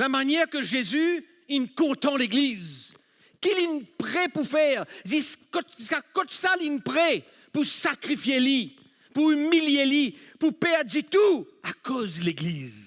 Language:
Morisyen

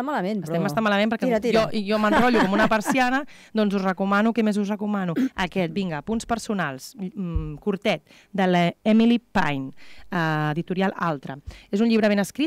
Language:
Catalan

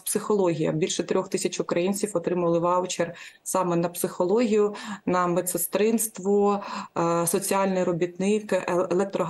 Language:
Ukrainian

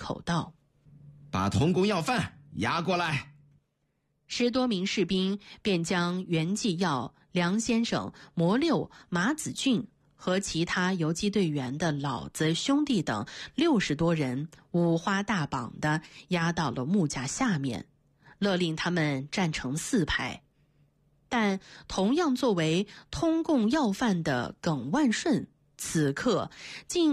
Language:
Chinese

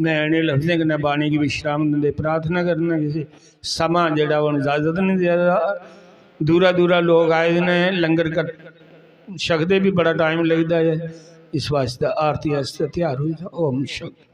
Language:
Dogri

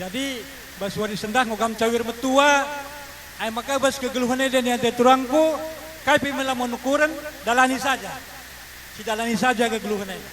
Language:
Batak Karo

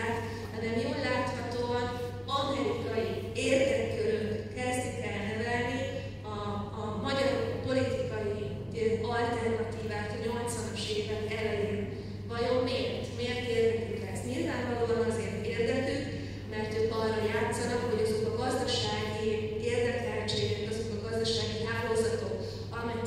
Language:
Hungarian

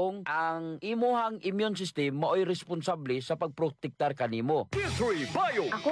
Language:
Cebuano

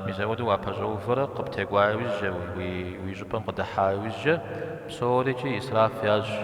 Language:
Kabardian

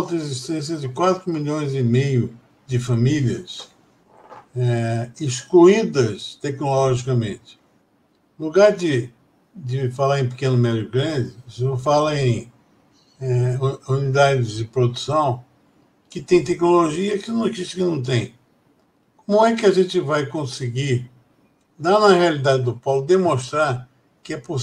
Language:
Portuguese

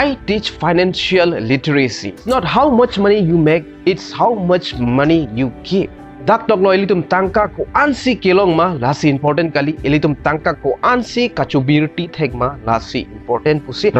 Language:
Karbi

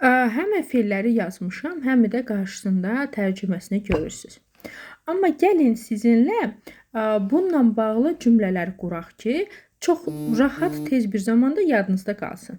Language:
Azerbaijani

